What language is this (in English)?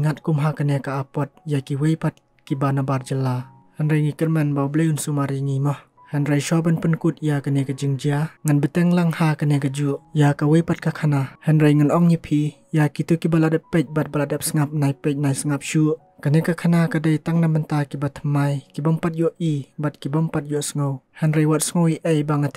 Khasi